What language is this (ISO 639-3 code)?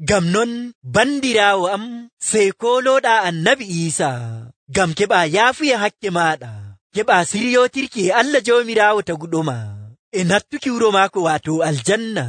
fuv